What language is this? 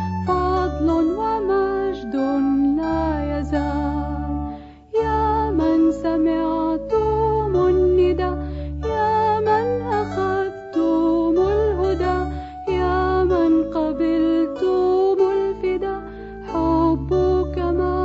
Arabic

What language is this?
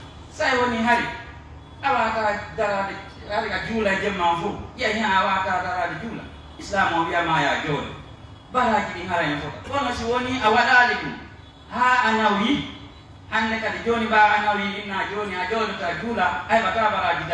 Pular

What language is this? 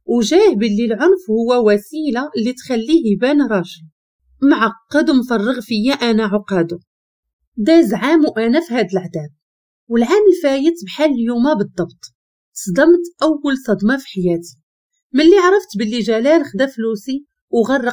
Moroccan Arabic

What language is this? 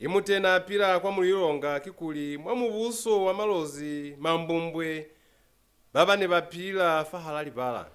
Lozi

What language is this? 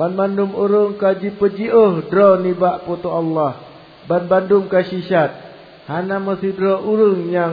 Achinese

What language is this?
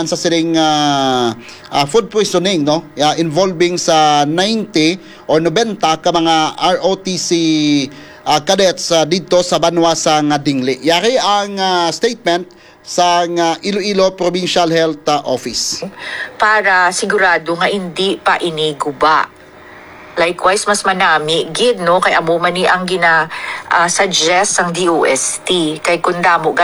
Hiligaynon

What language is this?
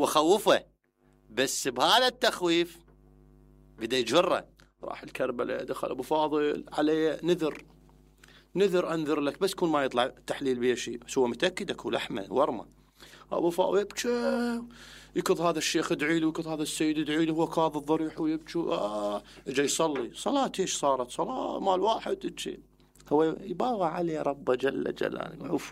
Mesopotamian Arabic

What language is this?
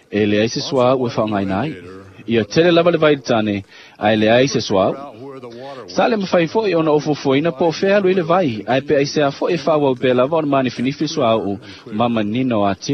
Samoan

